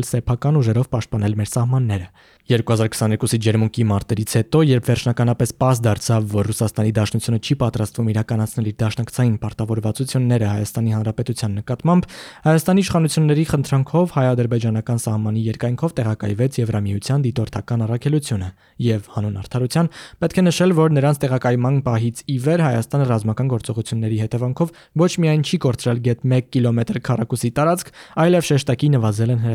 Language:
Armenian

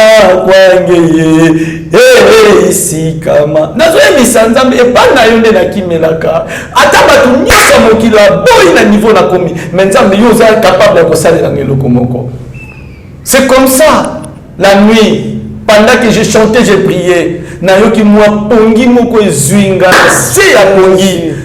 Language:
Lingala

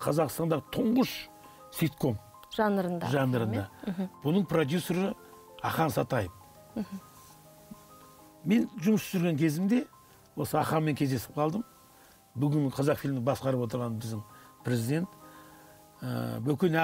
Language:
Kazakh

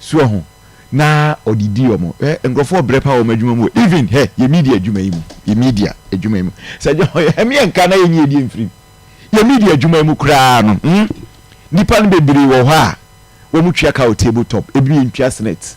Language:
Akan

